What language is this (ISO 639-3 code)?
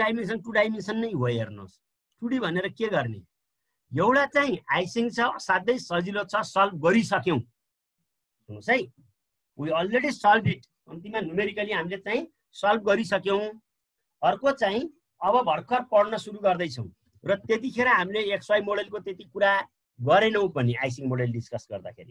nep